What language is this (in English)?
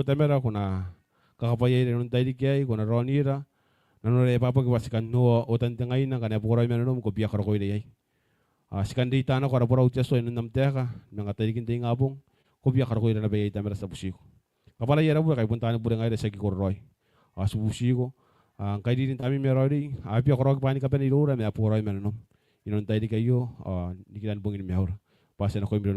Gilbertese